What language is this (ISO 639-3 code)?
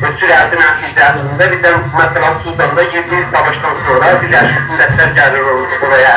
azb